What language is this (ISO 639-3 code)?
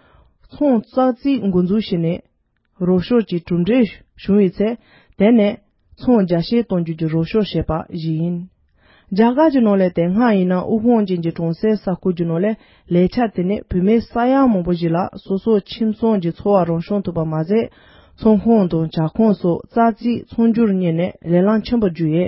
bod